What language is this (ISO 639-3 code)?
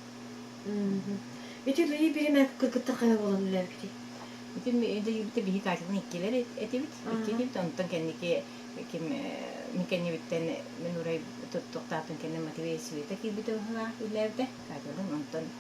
sah